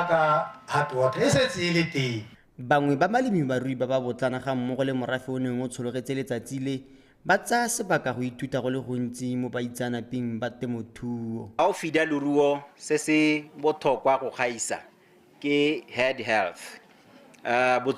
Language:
Tswana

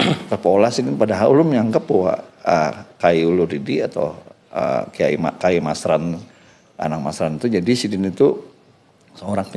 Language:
Banjar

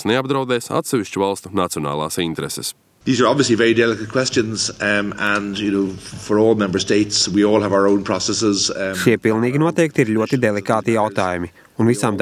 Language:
Latvian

